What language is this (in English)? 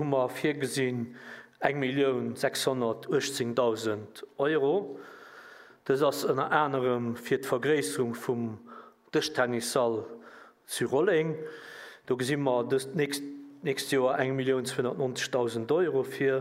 Luxembourgish